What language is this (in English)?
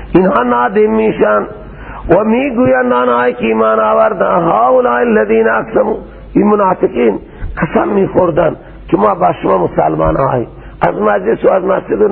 Persian